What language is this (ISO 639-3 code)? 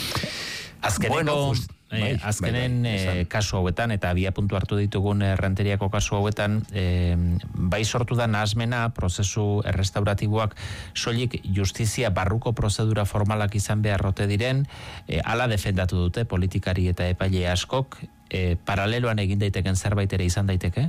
eus